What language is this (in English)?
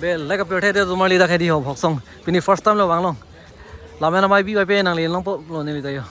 Karbi